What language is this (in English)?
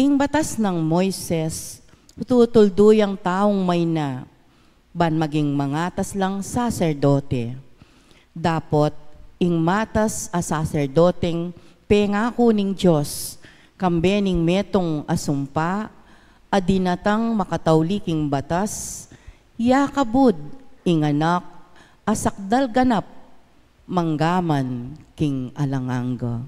Pampanga